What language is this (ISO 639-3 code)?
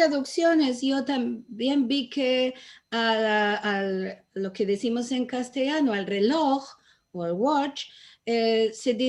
lad